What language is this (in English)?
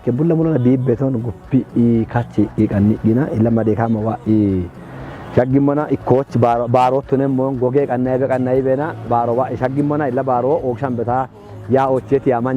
Kafa